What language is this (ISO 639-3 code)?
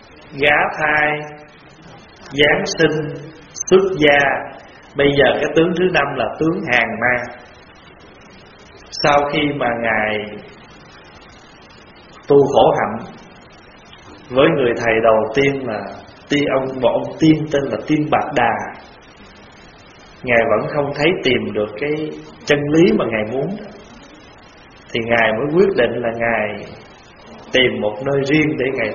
vie